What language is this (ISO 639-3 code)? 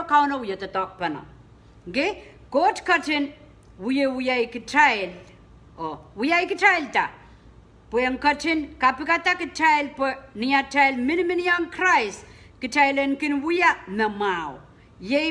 pon